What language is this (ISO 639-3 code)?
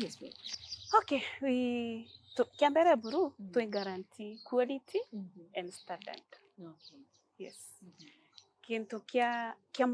mer